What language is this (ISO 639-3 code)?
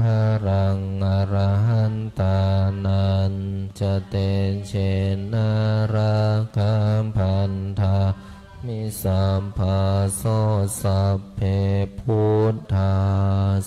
pli